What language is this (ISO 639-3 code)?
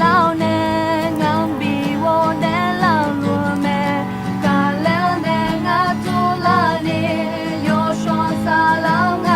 ahk